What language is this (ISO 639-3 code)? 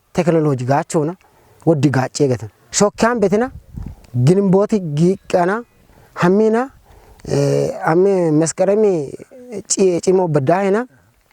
kbr